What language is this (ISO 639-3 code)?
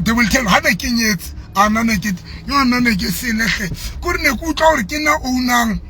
sot